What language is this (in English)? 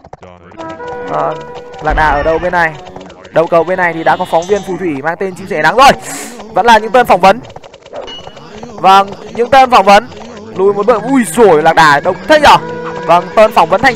Vietnamese